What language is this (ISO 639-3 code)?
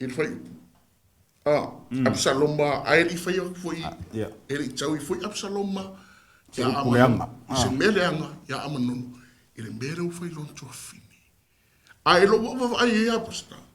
smo